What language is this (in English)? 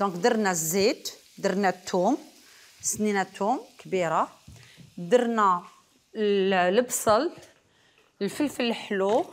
Algerian Arabic